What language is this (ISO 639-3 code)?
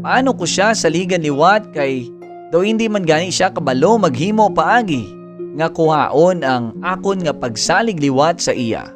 hil